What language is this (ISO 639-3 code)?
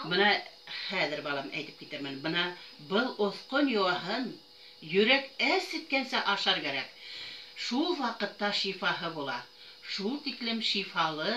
bak